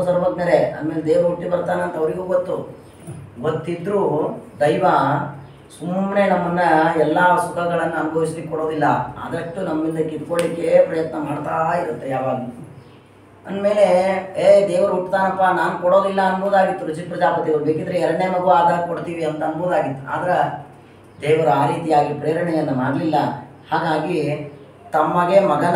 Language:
Kannada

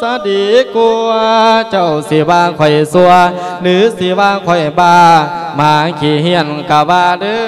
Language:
Lao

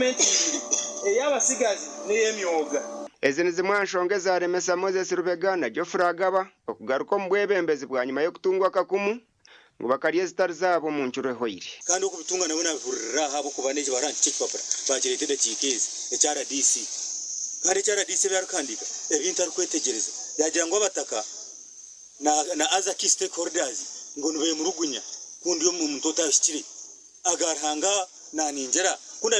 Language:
Nyankole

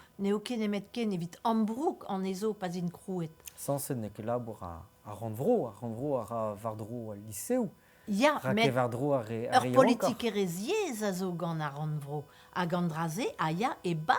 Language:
Breton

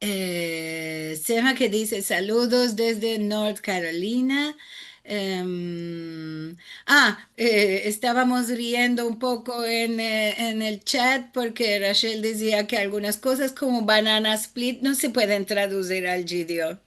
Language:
Ladino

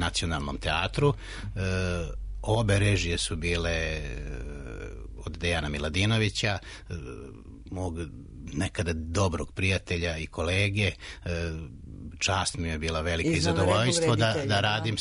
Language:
Serbian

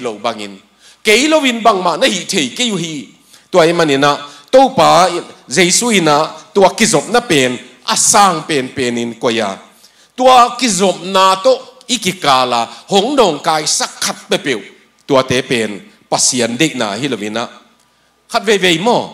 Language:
Tedim Chin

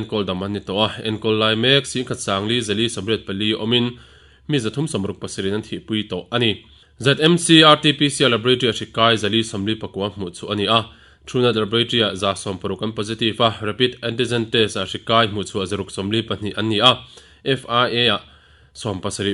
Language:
Mizo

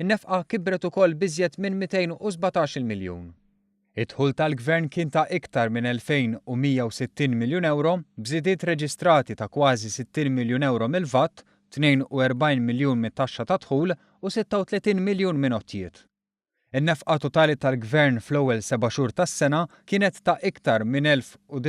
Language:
Maltese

